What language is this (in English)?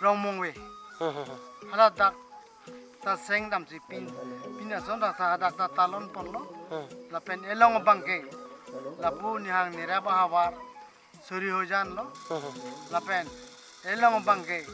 Karbi